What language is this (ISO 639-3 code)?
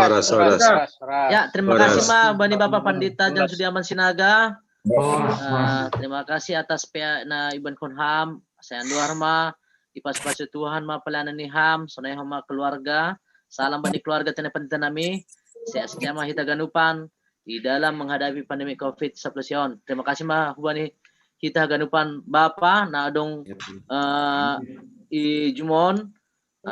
bts